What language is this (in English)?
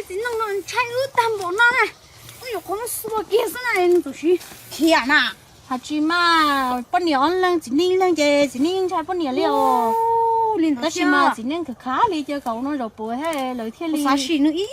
Hmong